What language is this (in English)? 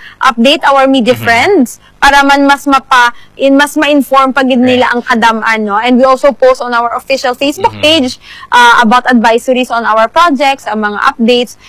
Hiligaynon